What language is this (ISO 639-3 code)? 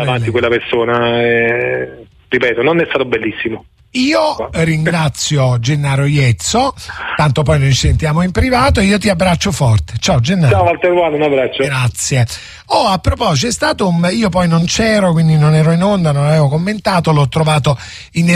ita